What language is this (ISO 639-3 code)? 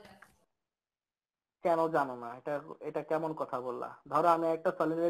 ben